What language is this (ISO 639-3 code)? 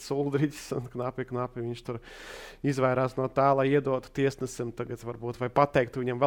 lav